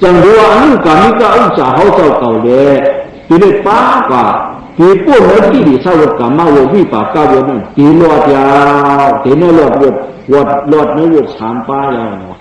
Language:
Shan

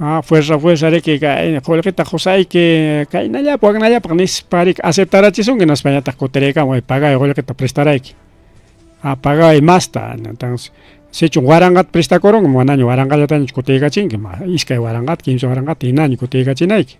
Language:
Ayacucho Quechua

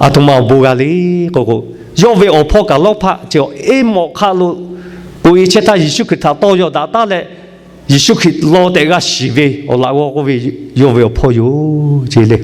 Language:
Lahu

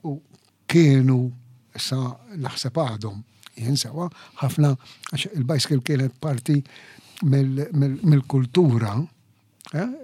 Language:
Maltese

